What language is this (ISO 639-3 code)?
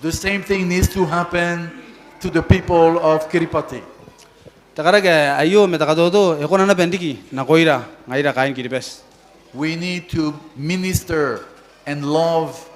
gil